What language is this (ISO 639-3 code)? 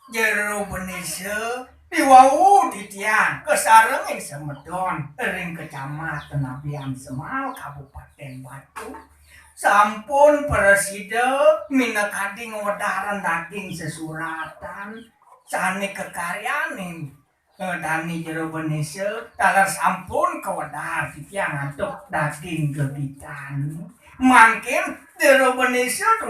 ban